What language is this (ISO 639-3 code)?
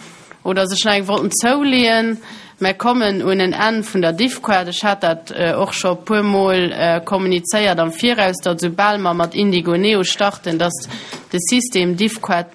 ltz